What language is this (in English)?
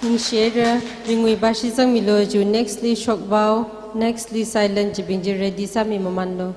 Tangkhul Naga (India)